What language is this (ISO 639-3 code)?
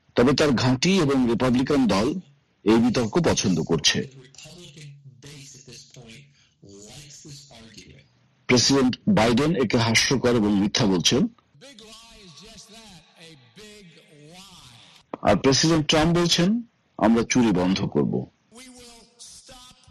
ben